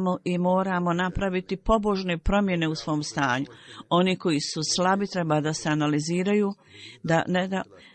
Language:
Bosnian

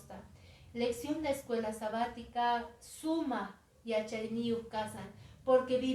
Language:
Quechua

